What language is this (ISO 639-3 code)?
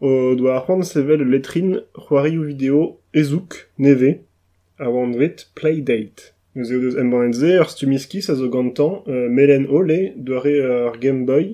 bre